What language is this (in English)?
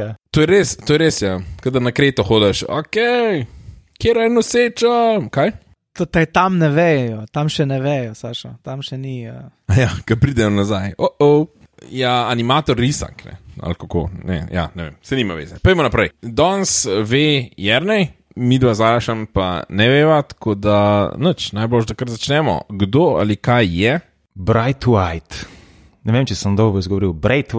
Slovenian